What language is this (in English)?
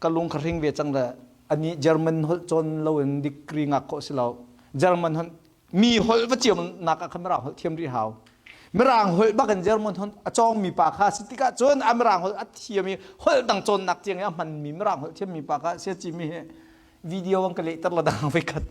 Hakha Chin